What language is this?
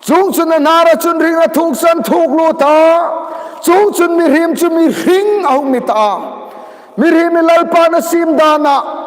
Hmar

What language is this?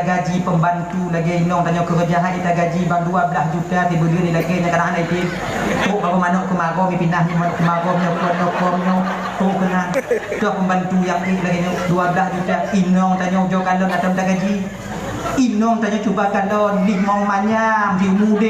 Achinese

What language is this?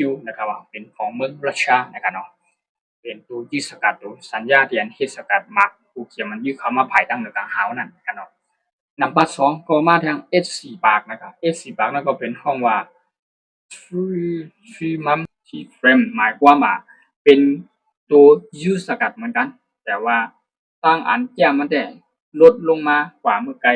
Shan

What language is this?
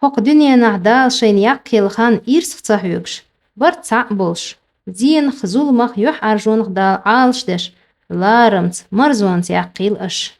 Chechen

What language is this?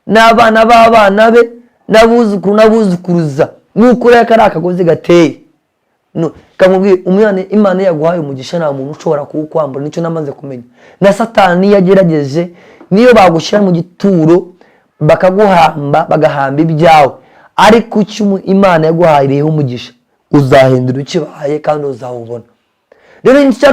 Kinyarwanda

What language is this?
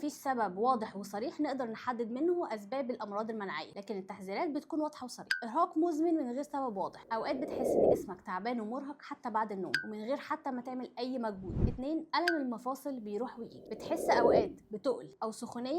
Egyptian Arabic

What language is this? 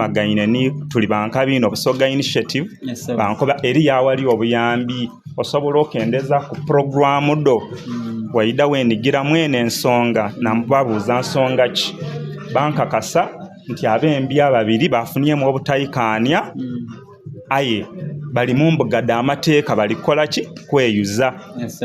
Soga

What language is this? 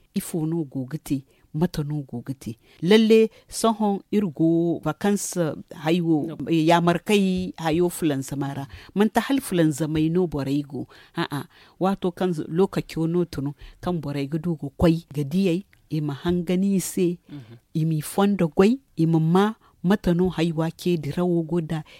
Zarma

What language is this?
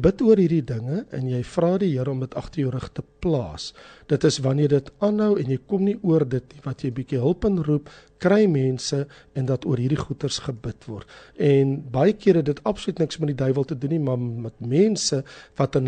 Afrikaans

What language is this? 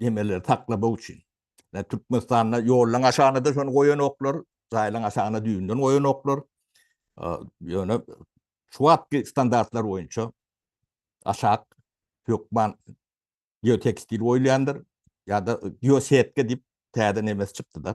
Turkmen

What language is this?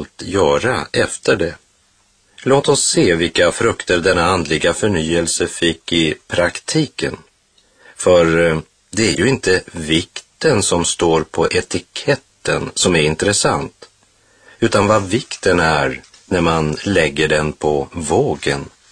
Swedish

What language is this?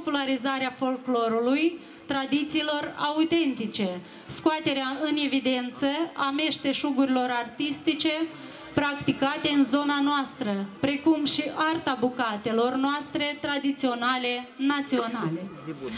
Romanian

